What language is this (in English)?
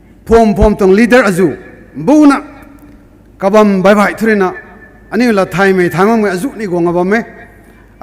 Rongmei Naga